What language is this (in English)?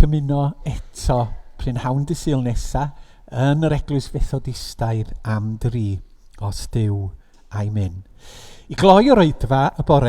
Welsh